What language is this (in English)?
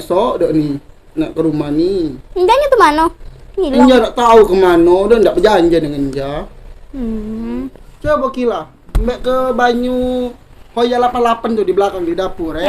Musi